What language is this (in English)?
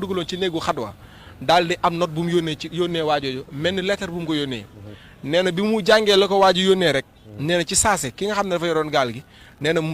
Wolof